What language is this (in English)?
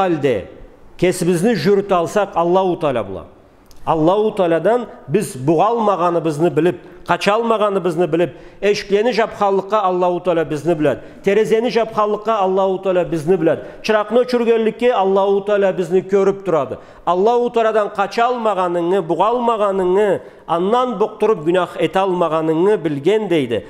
Karachay-Balkar